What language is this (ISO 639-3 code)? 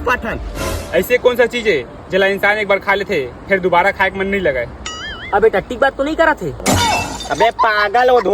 hne